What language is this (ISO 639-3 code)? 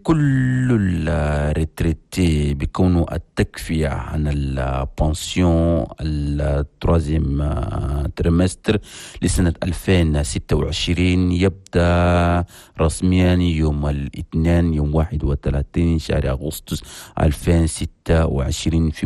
shu